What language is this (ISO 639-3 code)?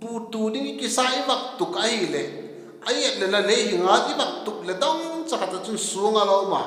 vap